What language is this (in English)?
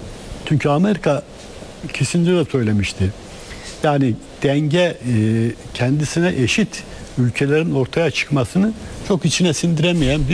Turkish